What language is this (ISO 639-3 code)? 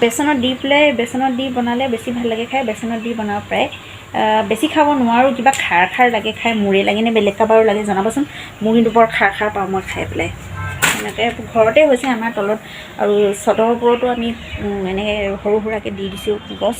asm